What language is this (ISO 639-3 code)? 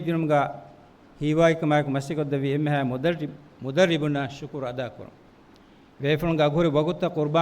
div